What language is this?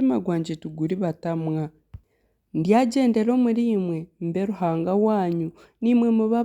Nyankole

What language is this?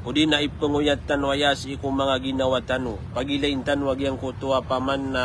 Maranao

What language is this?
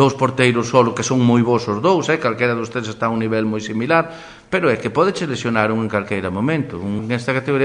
Galician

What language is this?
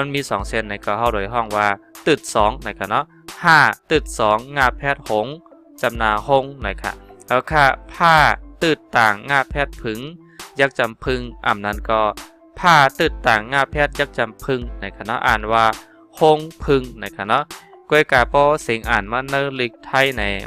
Shan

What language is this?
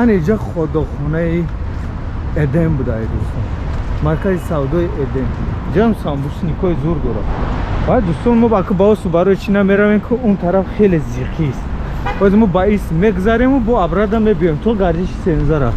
Tajik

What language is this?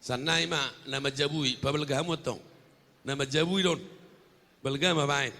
Batak Toba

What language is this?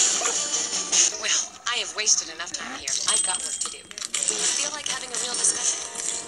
English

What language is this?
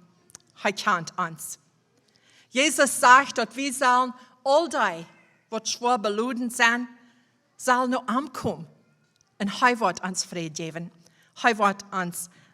Plautdietsch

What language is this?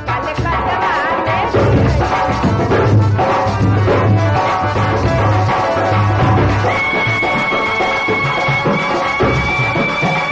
Bhojpuri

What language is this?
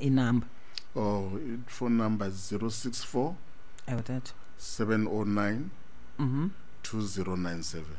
Xhosa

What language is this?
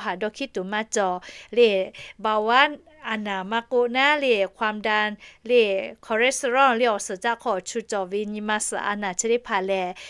Lahu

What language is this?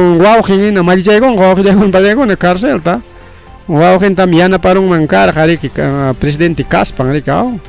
Ayacucho Quechua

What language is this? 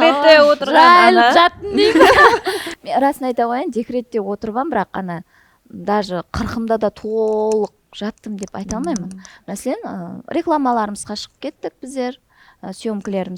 Kara-Kalpak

